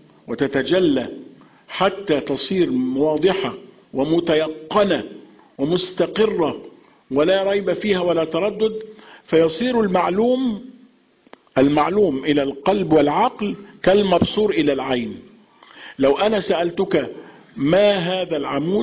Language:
Arabic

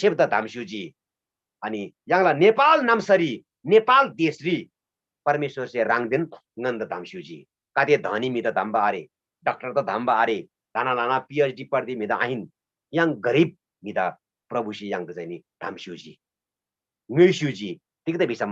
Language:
Eastern Tamang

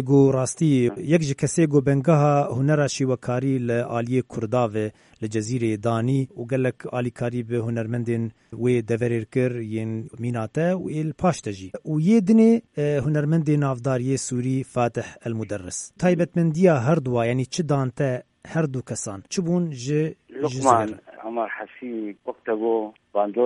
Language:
Kurdish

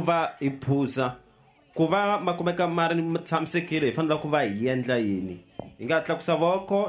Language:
Tsonga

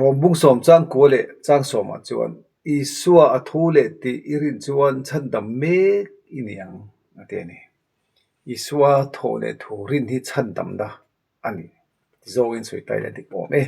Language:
Mizo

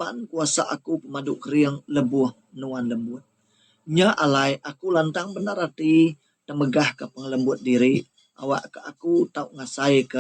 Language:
Iban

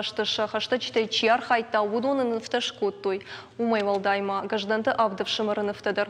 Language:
Ossetic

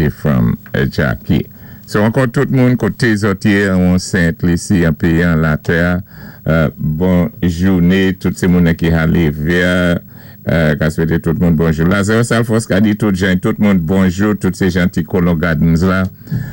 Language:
Saint Lucian Creole French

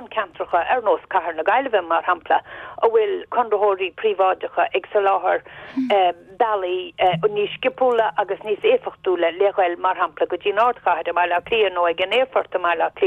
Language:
Irish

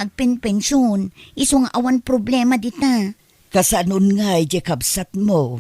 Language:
Iloko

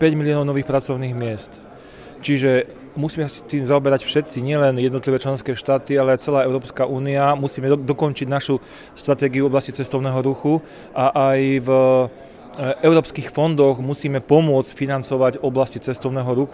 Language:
Slovak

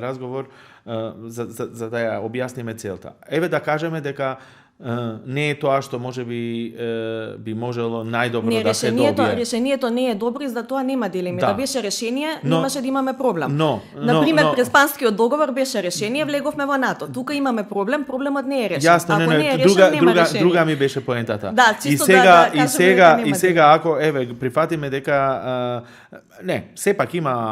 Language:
Macedonian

